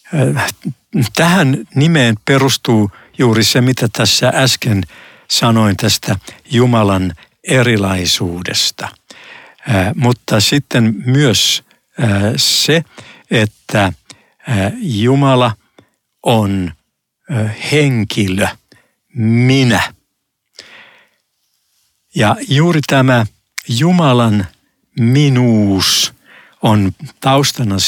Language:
Finnish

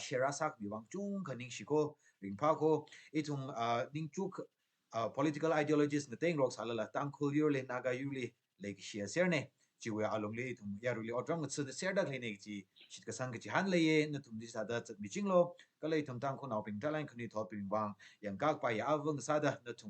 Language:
Tangkhul Naga (India)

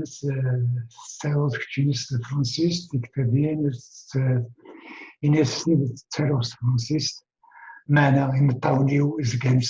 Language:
Kabyle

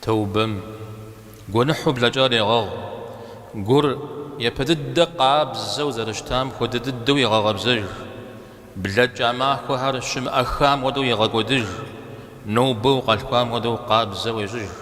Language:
Kabardian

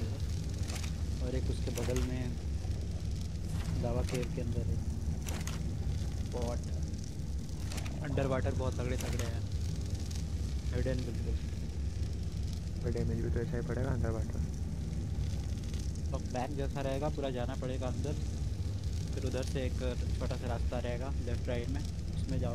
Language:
Hindi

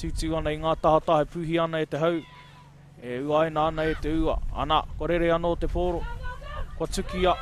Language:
Māori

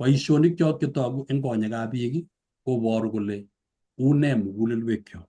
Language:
Kalenjin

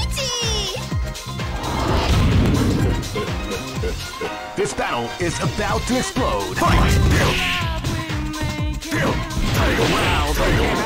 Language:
English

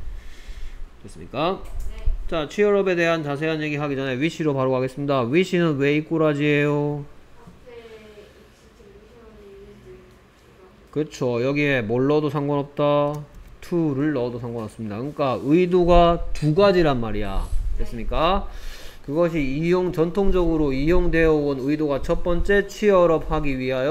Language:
Korean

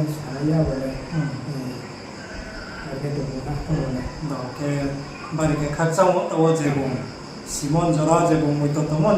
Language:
Riang (India)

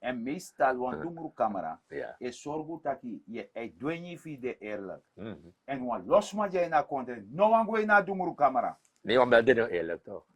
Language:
Sranan Tongo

